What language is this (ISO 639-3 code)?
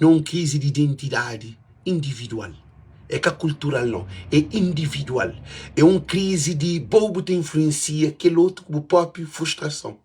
kea